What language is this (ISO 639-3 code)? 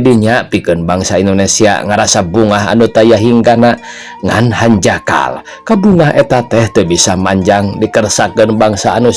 sun